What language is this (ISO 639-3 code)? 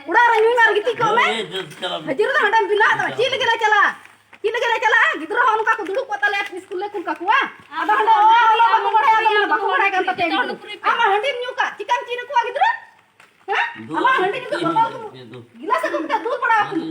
sat